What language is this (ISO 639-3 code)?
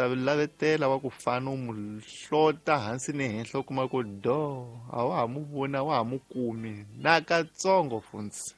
tso